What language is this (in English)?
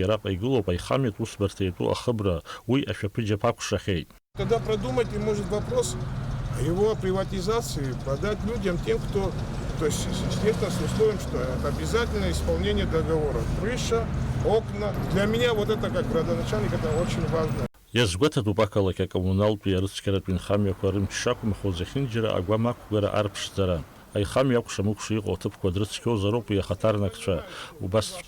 Abkhazian